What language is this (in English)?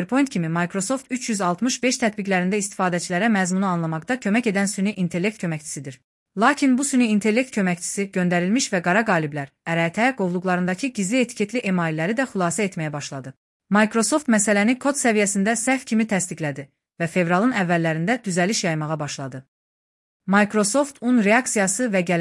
Azerbaijani